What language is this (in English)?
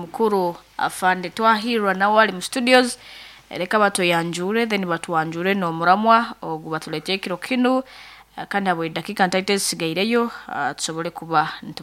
Nyankole